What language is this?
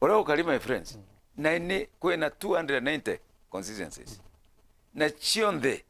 Meru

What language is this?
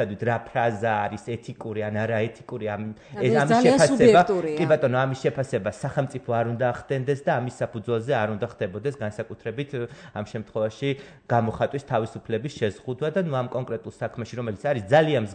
Georgian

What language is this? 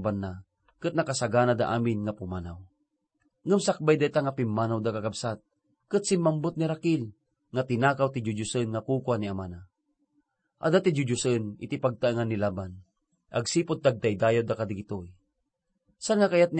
Iloko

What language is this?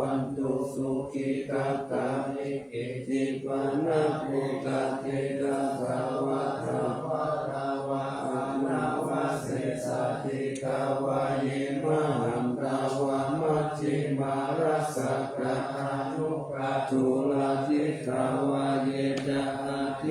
Pali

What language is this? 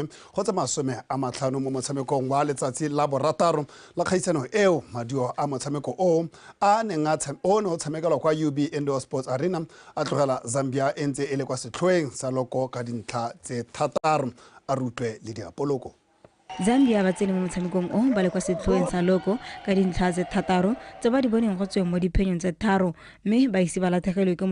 Tswana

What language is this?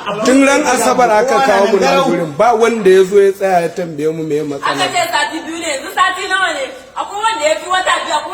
Hausa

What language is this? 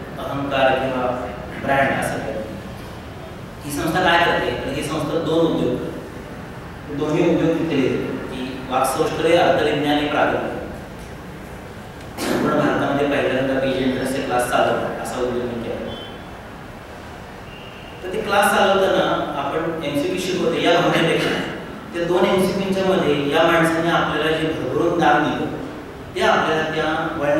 Marathi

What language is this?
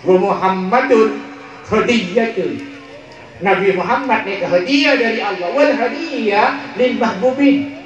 Madurese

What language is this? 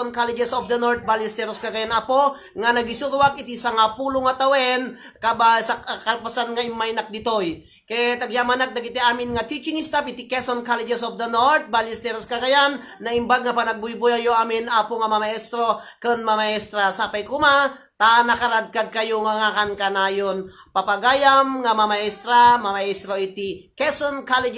Iloko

